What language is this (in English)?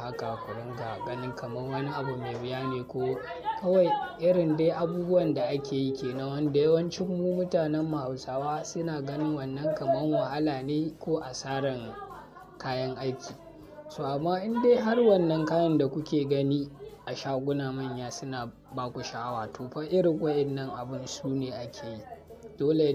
Hausa